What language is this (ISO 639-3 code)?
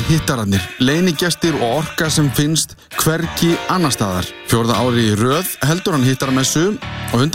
isl